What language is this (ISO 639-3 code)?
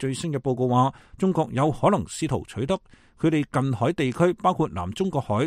yue